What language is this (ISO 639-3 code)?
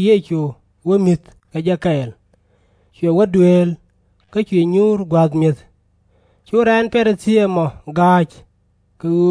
nus